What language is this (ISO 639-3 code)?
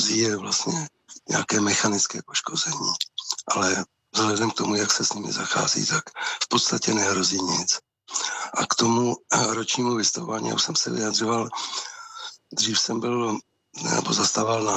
ces